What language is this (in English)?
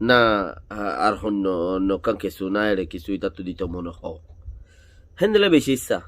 Rohingya